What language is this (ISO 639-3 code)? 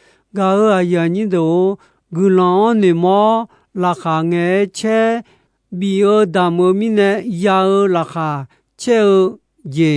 ahk